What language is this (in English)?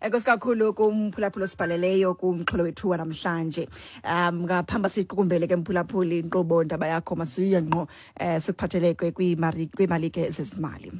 Xhosa